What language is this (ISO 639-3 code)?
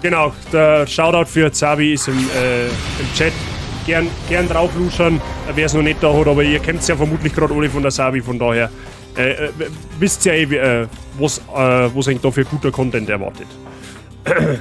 bar